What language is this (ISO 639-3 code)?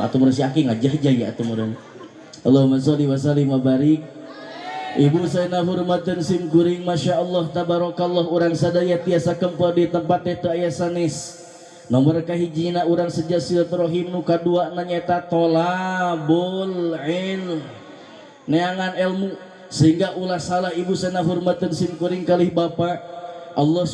sun